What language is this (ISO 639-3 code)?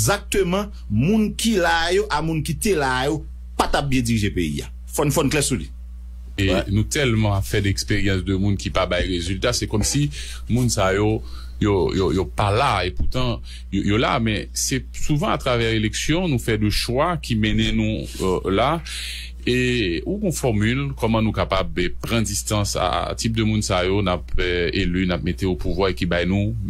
hat